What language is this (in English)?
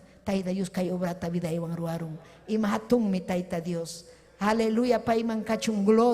Ayacucho Quechua